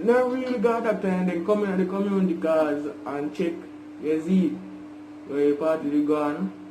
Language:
Jamaican Creole English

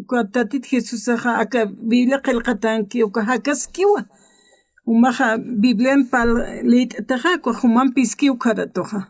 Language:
Aymara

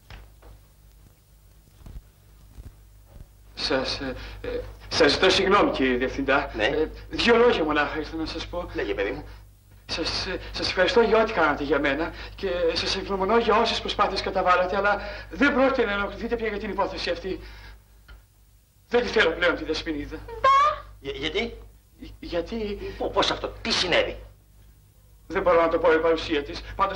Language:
Greek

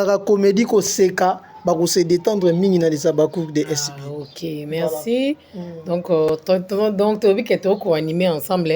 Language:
Lingala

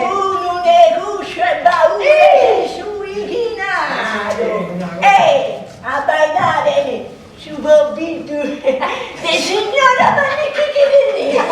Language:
Sardinian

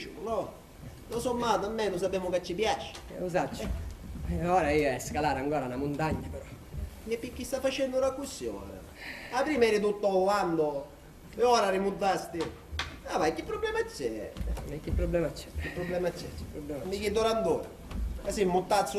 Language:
Sicilian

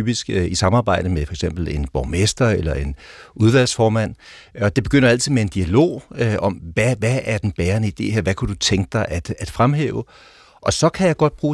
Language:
Danish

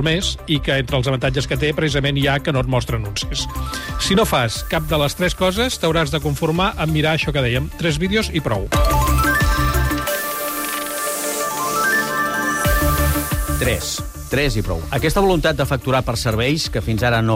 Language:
Catalan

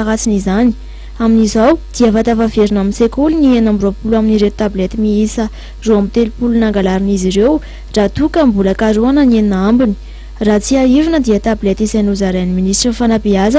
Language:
Malagasy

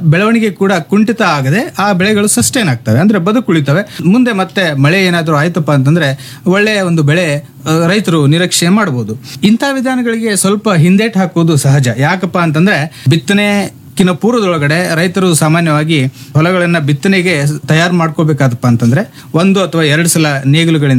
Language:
Kannada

